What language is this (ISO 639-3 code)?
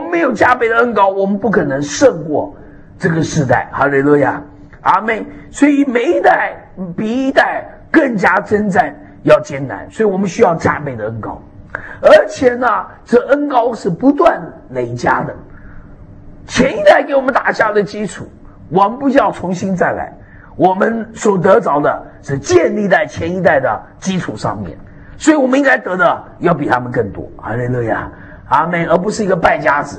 zho